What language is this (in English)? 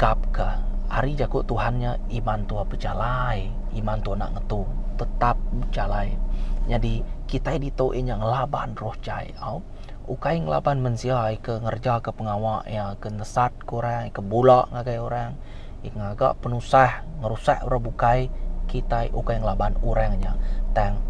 Iban